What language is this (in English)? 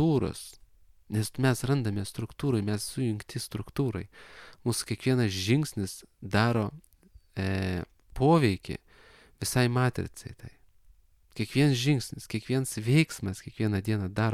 Lithuanian